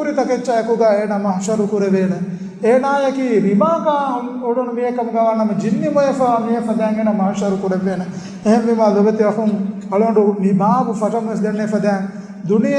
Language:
Divehi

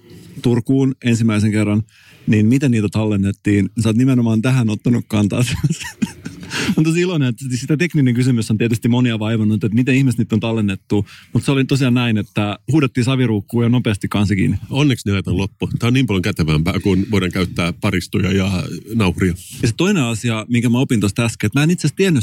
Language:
Finnish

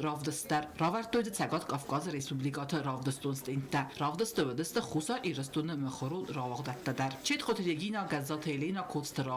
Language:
Ossetic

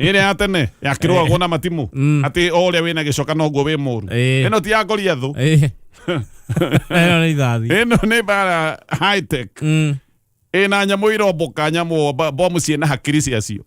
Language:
Kikuyu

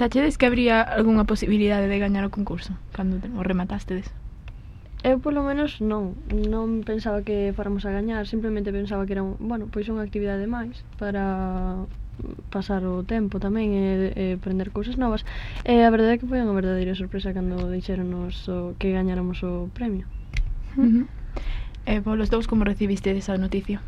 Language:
Galician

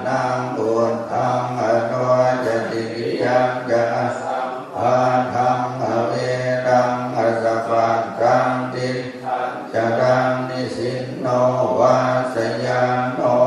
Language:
Pali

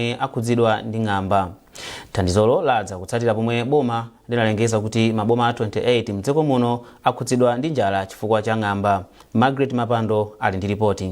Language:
Nyanja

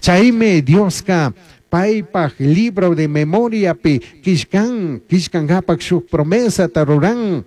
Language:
Chimborazo Highland Quichua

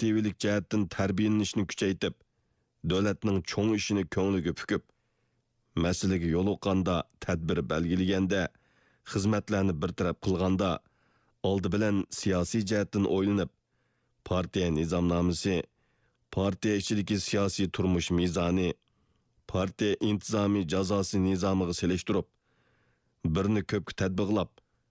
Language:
Uyghur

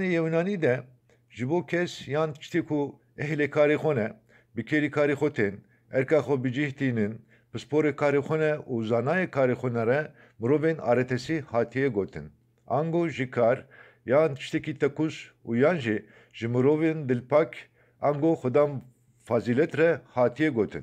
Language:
Kurdish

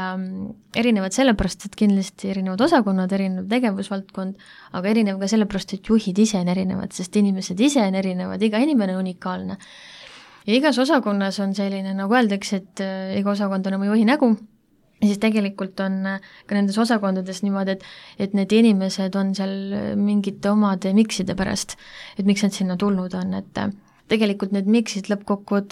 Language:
Estonian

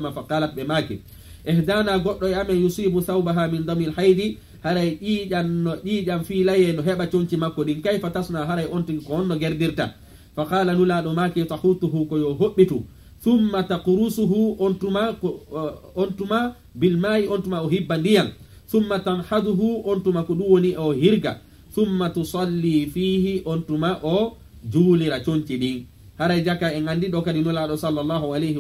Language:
Fula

